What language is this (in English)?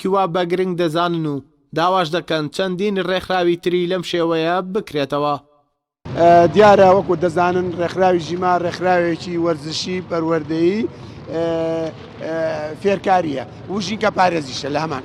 Central Kurdish